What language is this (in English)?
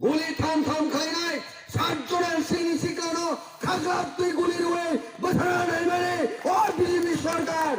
Kok Borok